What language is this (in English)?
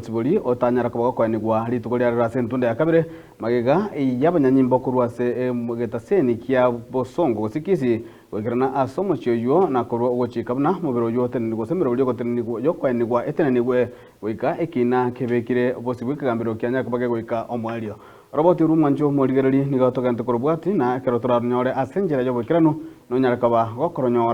Gusii